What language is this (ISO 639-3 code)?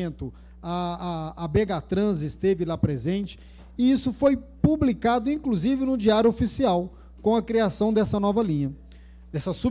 por